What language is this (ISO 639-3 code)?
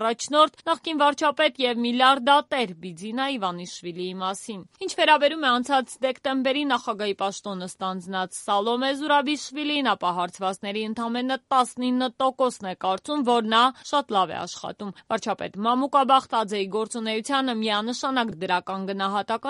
hye